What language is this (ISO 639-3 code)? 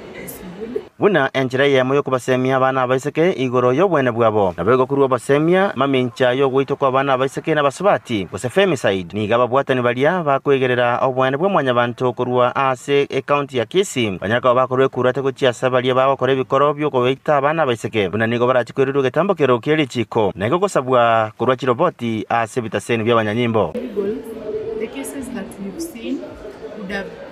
guz